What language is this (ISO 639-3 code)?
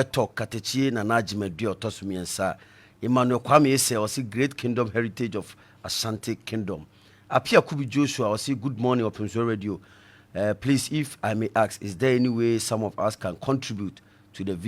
aka